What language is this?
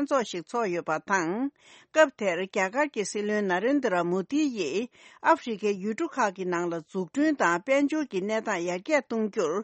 Tibetan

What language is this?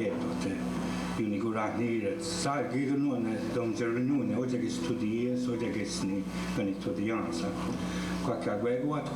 Mohawk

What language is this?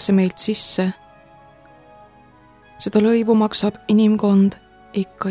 Estonian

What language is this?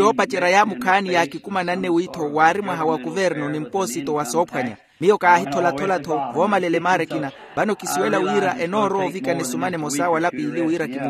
Makhuwa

